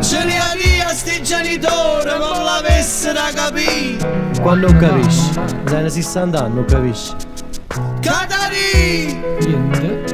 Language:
Neapolitan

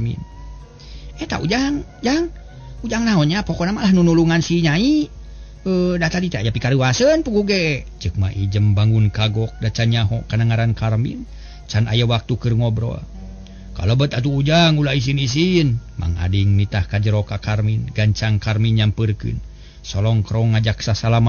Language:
Sundanese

